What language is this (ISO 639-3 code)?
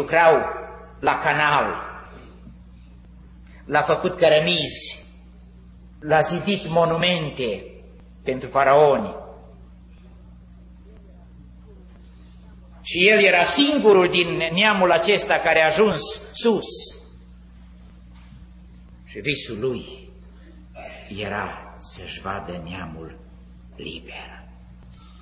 ron